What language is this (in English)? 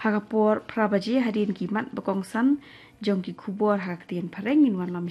Khasi